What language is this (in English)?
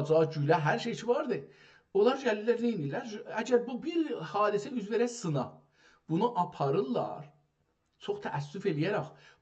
South Azerbaijani